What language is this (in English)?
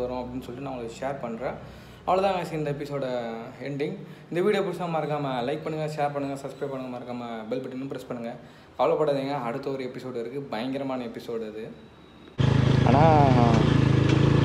Tamil